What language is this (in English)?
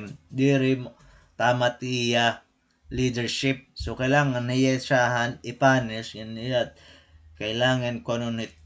Waray